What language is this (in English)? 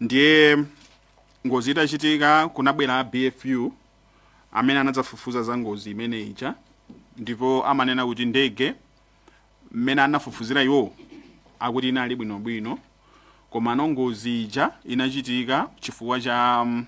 Nyanja